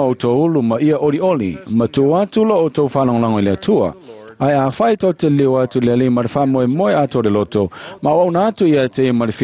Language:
Samoan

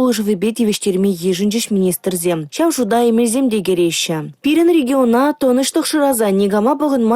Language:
Chuvash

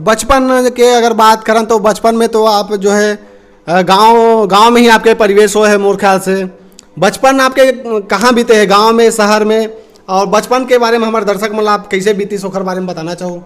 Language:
Chhattisgarhi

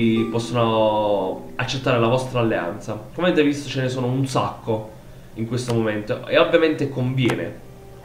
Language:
Italian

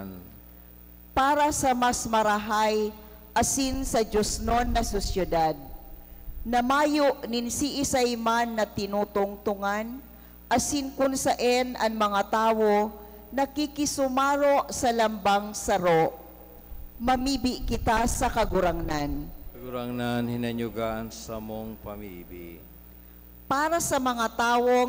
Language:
Bikol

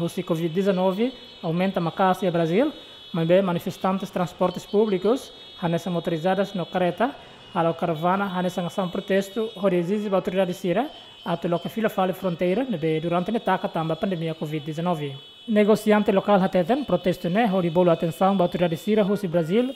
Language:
Tetum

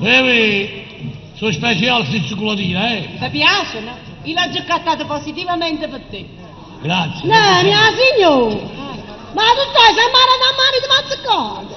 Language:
Neapolitan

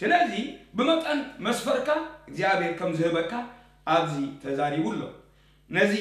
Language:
Tigrinya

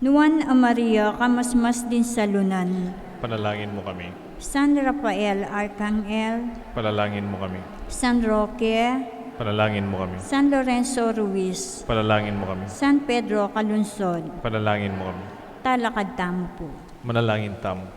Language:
Pampanga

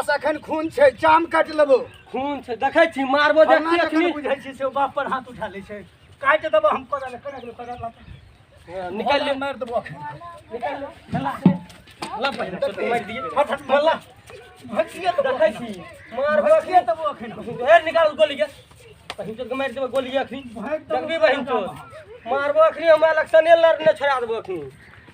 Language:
Maithili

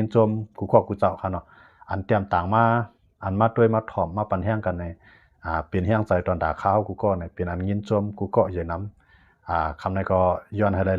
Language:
Shan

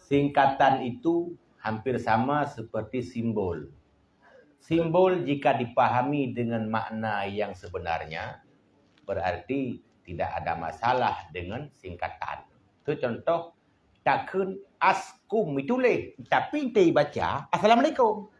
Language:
Achinese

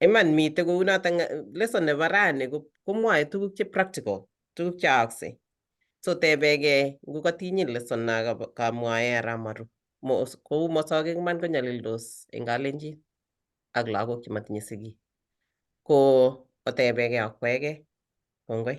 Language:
Kalenjin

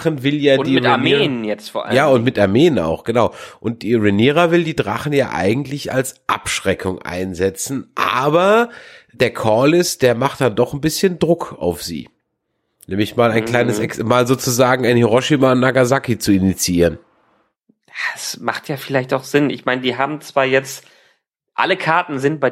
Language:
German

